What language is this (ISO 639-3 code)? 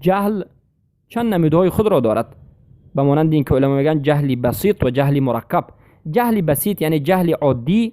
fas